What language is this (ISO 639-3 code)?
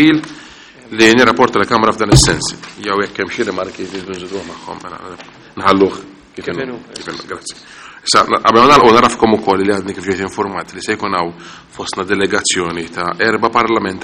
mlt